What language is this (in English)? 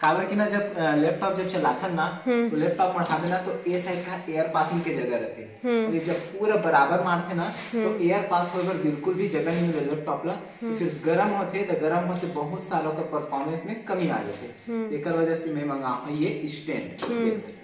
Chhattisgarhi